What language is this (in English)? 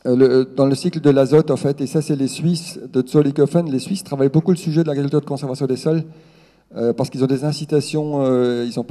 French